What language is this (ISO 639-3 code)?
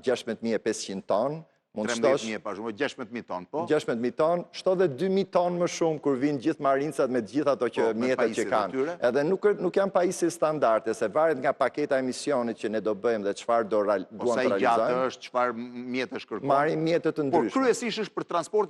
sqi